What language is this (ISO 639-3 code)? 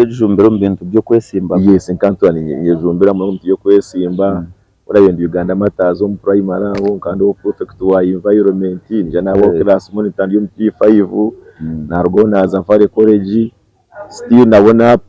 nyn